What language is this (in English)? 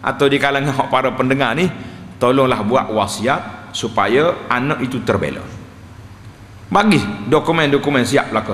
Malay